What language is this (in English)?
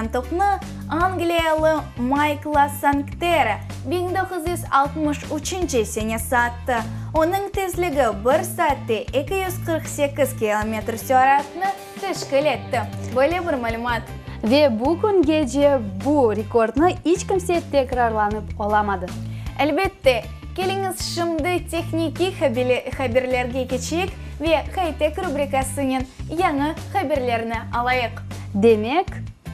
Crimean Tatar